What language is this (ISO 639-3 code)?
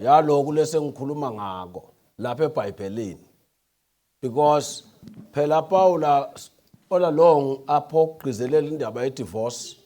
zul